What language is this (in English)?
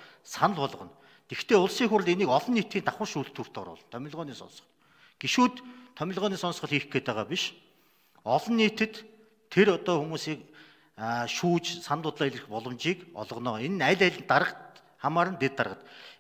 Mongolian